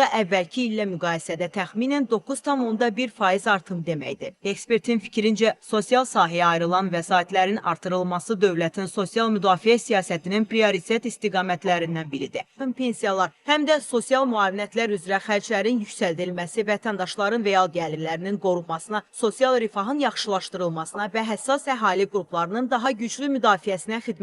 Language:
Azerbaijani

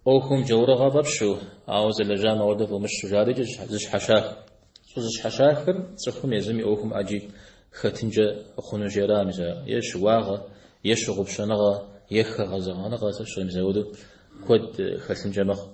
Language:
Kabardian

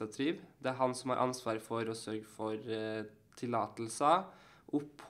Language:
Norwegian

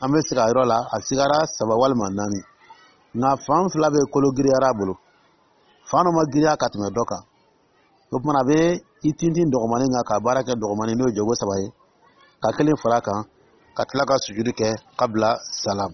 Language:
Dyula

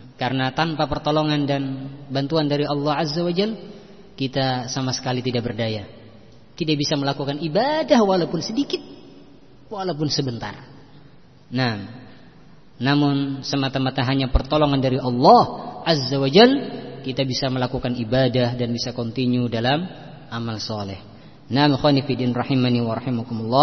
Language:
Indonesian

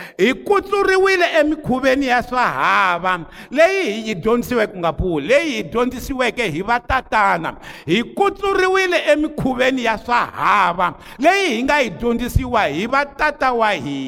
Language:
Tsonga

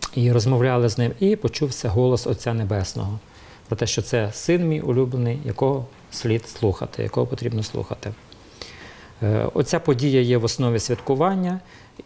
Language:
Ukrainian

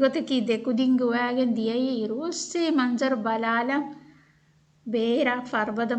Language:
Divehi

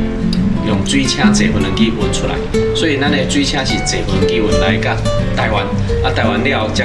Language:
Min Nan Chinese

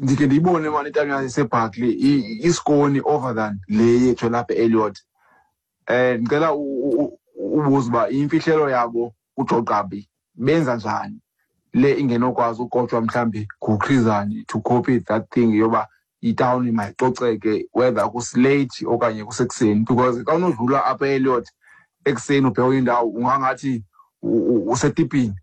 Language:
Xhosa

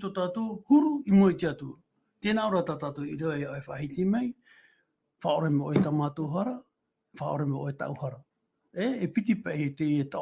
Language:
Tahitian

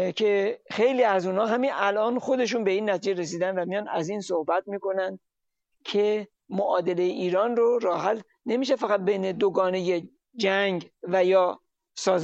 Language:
Persian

